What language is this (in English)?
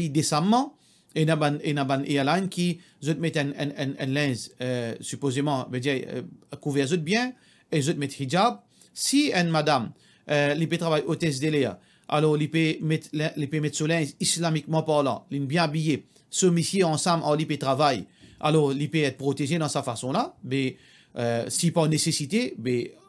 Morisyen